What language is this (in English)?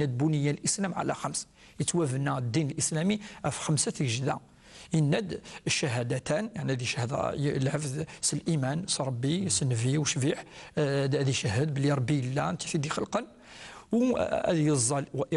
Kabyle